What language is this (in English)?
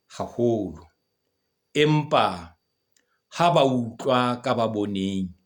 Southern Sotho